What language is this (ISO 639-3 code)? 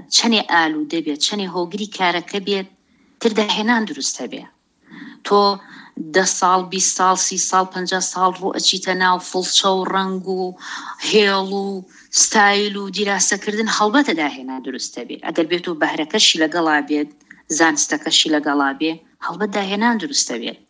ckb